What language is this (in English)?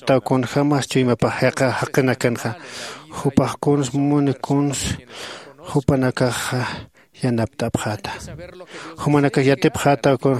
Aymara